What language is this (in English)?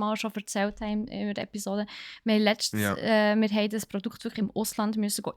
Swiss German